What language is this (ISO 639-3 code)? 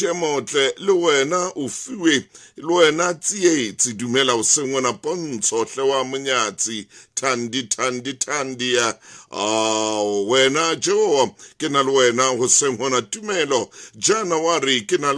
sot